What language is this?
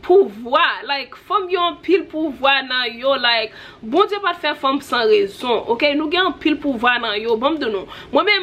Haitian Creole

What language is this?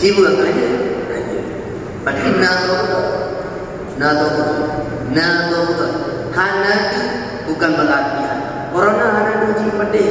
Achinese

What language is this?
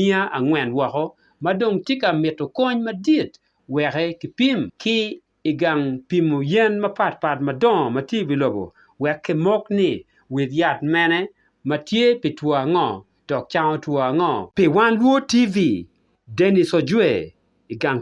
Acoli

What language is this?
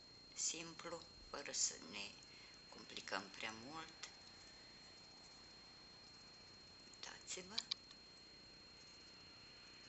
Romanian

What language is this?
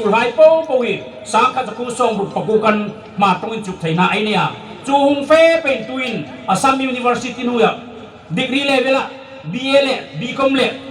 Hmar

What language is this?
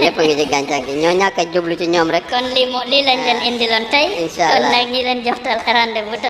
Wolof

